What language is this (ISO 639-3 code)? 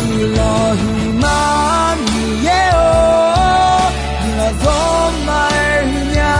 ahk